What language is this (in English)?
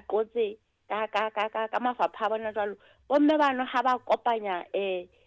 Southern Sotho